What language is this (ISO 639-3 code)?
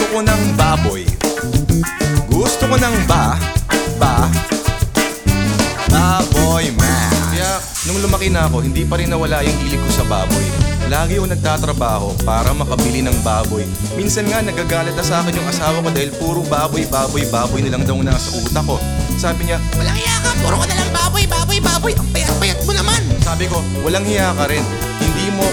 fil